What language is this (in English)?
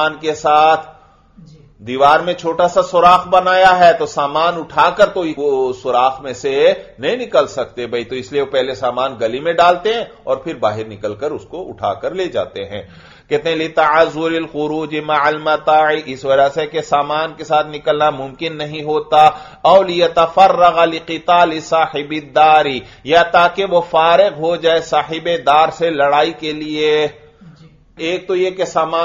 Urdu